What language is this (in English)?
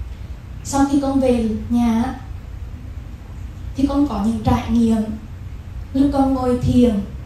Vietnamese